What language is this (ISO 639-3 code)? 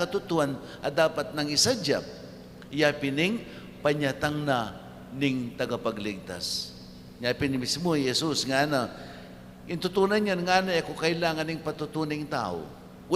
pam